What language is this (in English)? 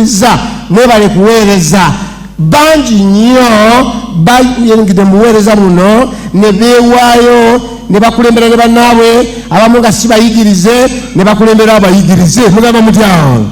Ganda